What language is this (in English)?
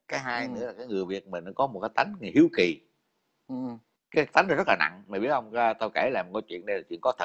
Vietnamese